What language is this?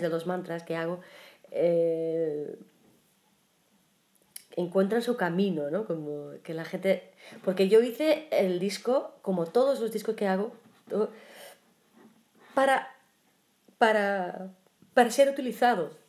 Spanish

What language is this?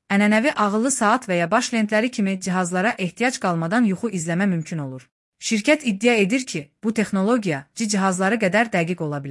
Azerbaijani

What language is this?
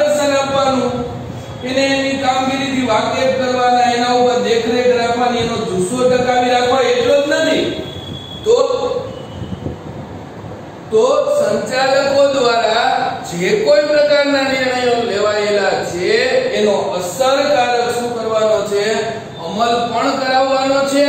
Gujarati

